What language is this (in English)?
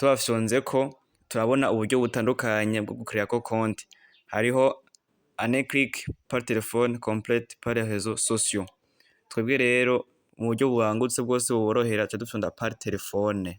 Rundi